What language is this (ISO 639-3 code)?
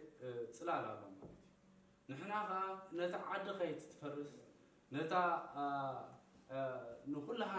tir